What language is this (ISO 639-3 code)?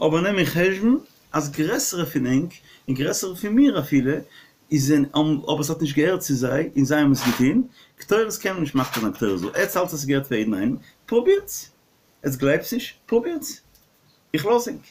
yid